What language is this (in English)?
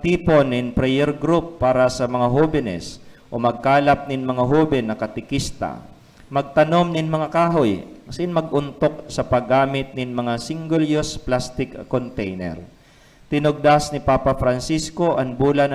Bikol